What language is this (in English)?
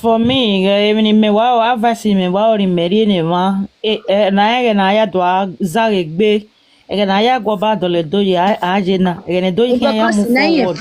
Nigerian Pidgin